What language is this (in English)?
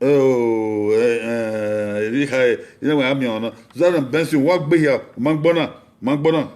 Bini